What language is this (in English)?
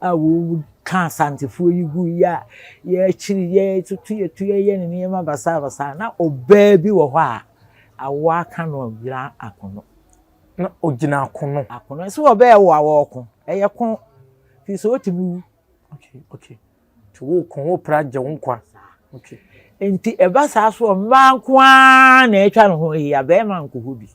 Akan